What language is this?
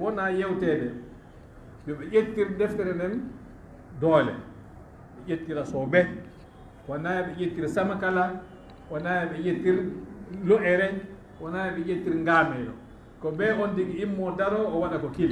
Fula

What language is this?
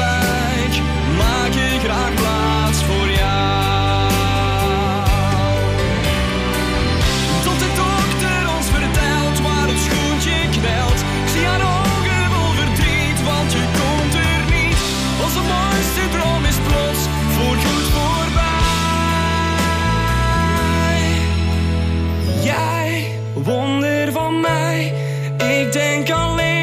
Dutch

